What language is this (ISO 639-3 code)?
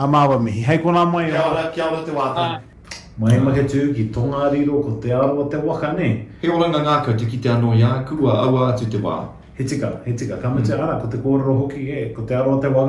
mri